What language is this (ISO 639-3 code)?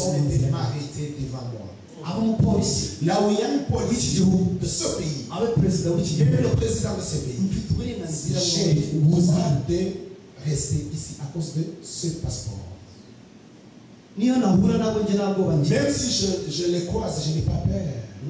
kin